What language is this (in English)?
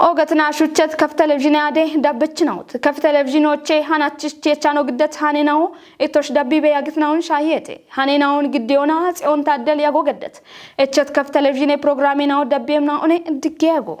Kafa